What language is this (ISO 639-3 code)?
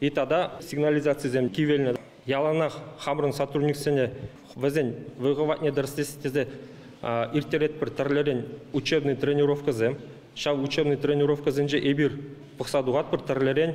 chv